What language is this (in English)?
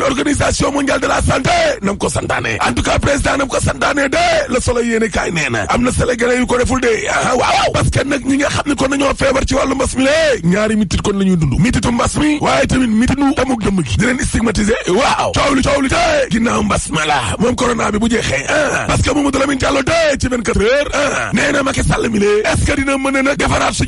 Wolof